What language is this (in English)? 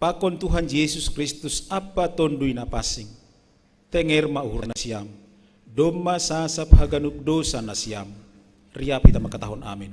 Batak Simalungun